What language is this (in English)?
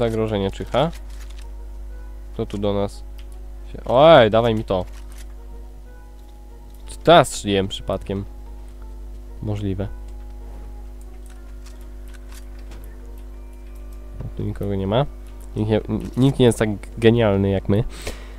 Polish